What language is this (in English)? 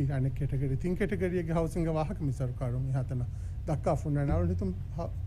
Divehi